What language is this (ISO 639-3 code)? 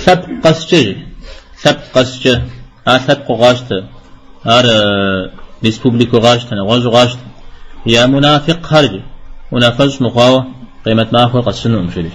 kbd